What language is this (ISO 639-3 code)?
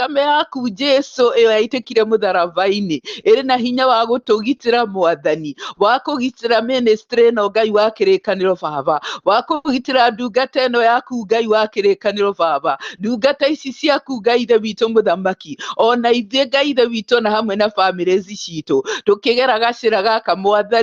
kik